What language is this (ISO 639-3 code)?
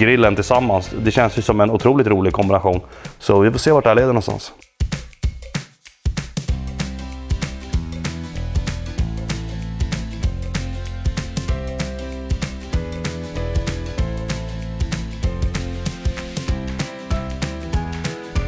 swe